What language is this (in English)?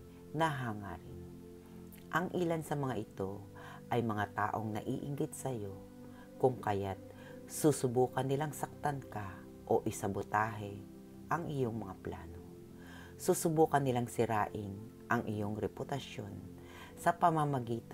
Filipino